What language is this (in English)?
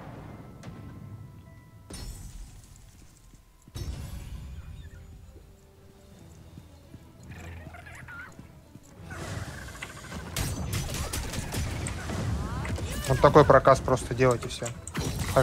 Russian